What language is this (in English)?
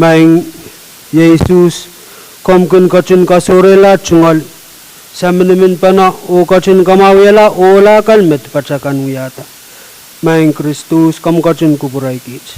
Pohnpeian